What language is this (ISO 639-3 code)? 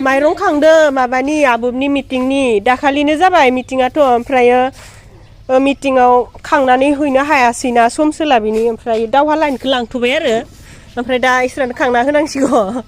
brx